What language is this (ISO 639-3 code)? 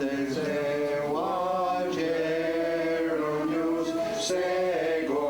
moh